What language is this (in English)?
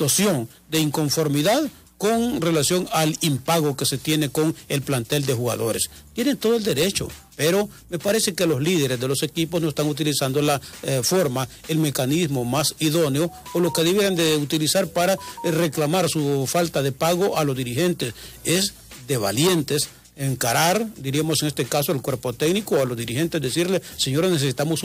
Spanish